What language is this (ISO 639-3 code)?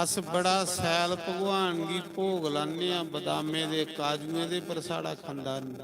doi